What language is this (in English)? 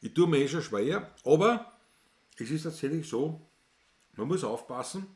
Bavarian